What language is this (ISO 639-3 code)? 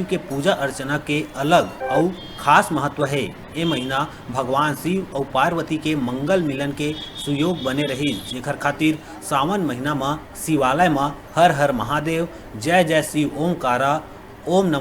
hne